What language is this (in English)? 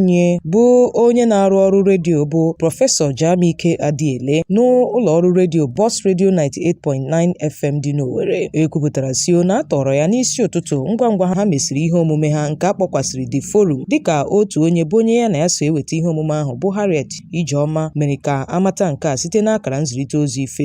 Igbo